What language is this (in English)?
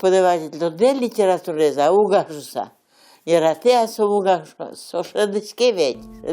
Udmurt